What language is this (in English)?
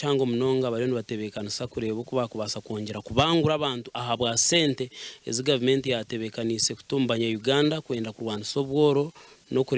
Nyankole